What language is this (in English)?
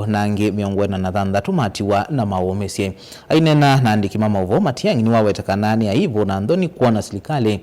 Kamba